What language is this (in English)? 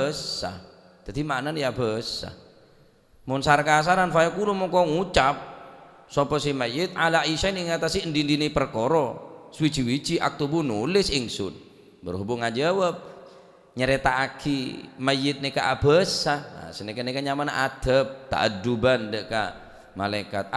Madurese